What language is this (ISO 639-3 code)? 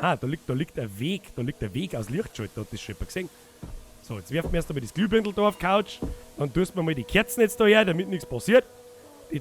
bar